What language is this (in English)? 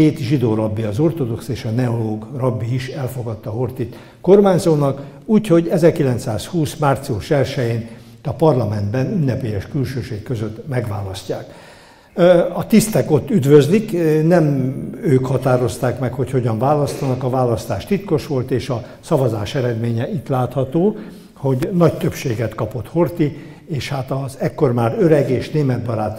Hungarian